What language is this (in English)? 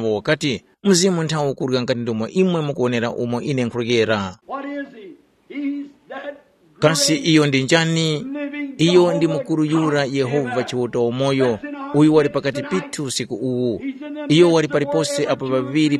Tumbuka